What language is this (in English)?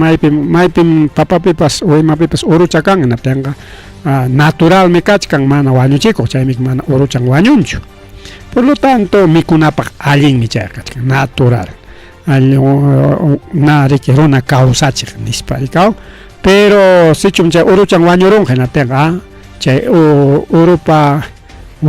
Ayacucho Quechua